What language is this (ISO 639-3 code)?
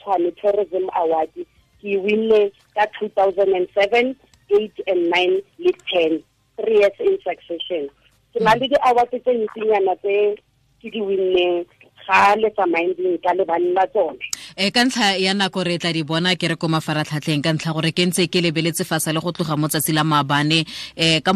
tsn